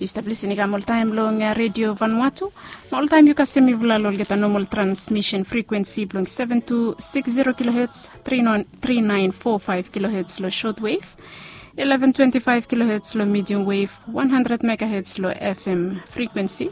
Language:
Bislama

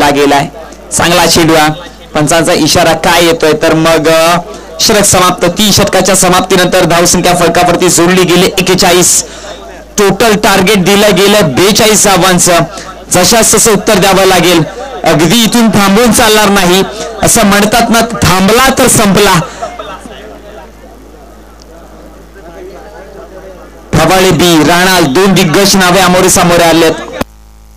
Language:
Marathi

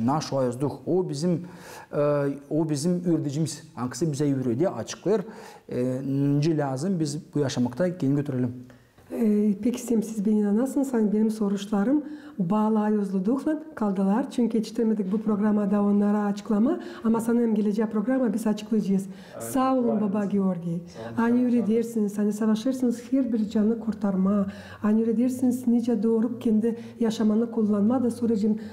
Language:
Gagauz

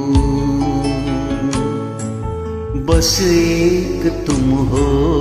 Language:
Hindi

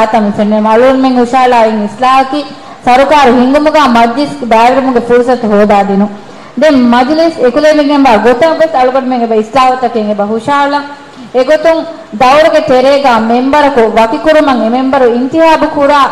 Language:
Divehi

